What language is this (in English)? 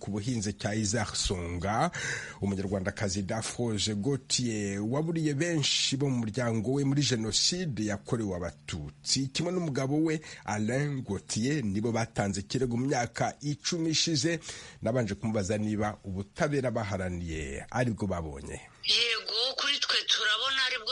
Kinyarwanda